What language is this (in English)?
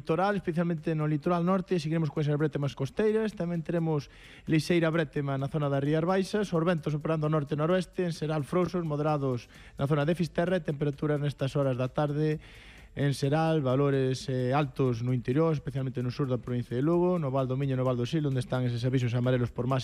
Galician